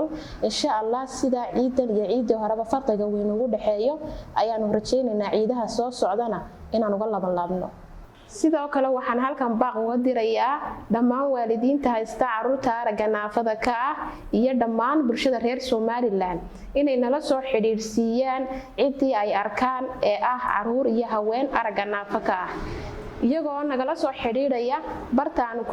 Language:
Somali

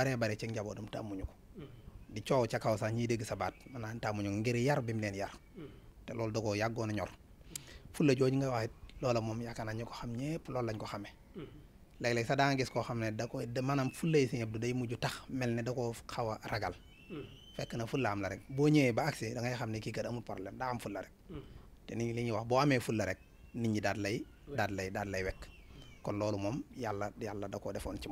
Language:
Wolof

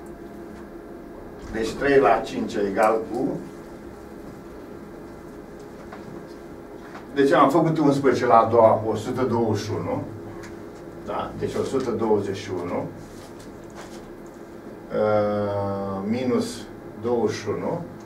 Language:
Romanian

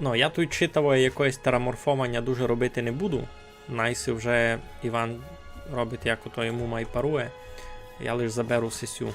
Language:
Rusyn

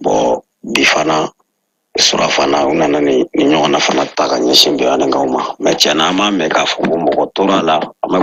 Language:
Bambara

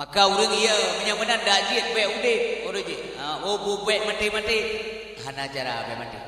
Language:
Achinese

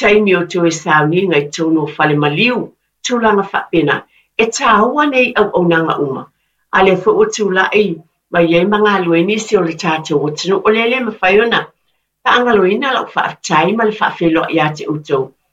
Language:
Samoan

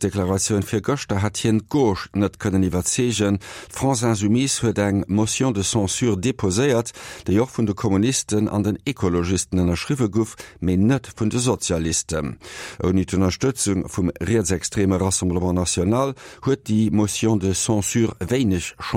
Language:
Luxembourgish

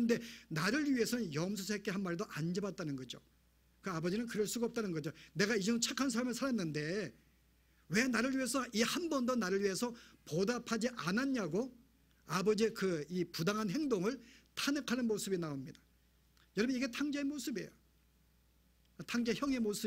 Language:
Korean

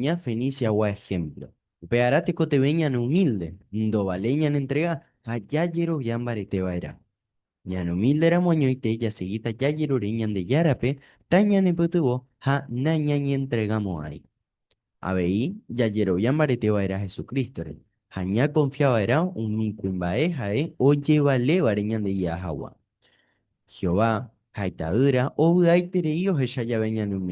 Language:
Guarani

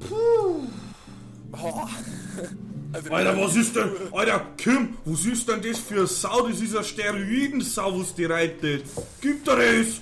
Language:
Bavarian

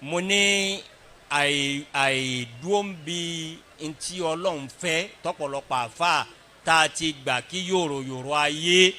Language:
Yoruba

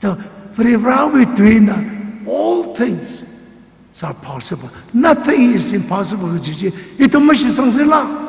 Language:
Tangkhul Naga (India)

